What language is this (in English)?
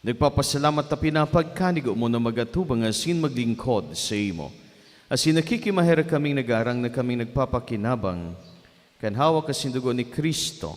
Bikol